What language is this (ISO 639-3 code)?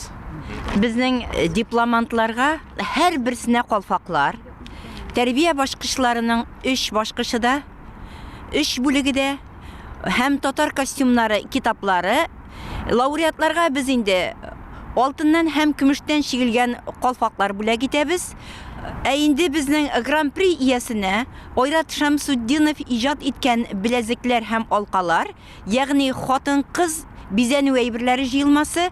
tat